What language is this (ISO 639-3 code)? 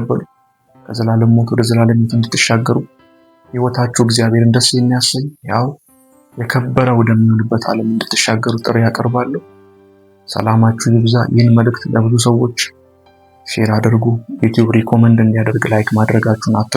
amh